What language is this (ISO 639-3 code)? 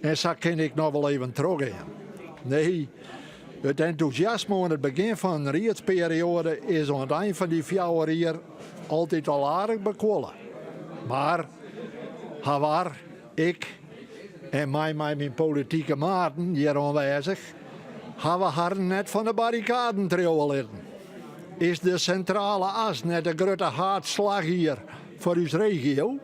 fry